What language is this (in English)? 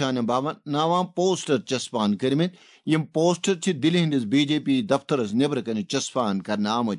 Kashmiri